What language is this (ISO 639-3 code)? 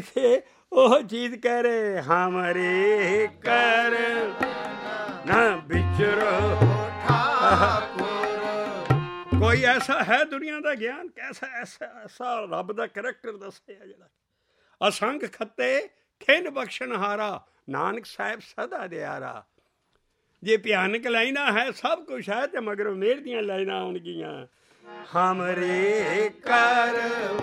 pan